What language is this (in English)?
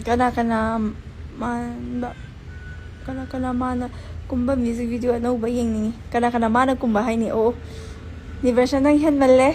Manipuri